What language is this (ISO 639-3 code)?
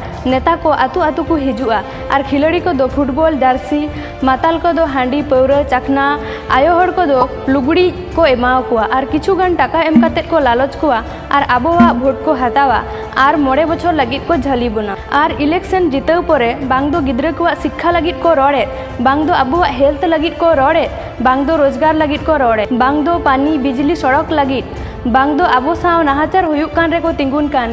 sat